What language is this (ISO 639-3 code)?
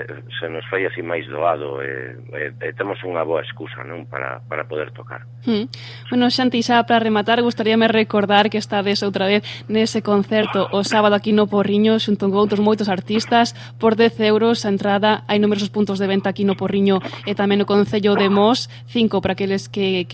glg